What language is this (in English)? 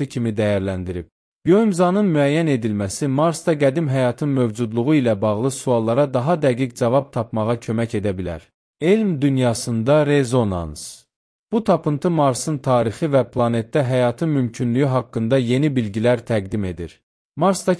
Azerbaijani